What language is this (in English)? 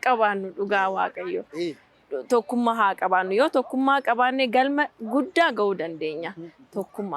Oromo